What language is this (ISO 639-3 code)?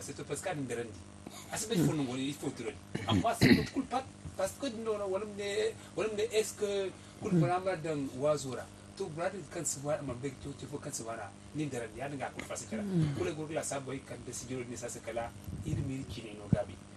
dje